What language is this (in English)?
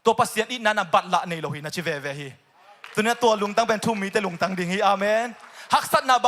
Tedim Chin